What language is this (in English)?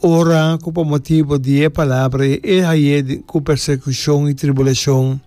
Papiamento